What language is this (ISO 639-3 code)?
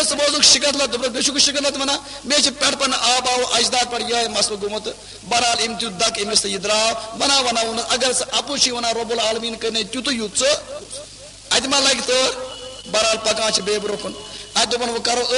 kas